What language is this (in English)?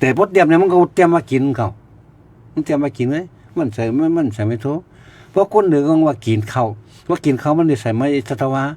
Shan